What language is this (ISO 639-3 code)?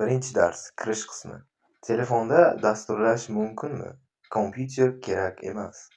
uzb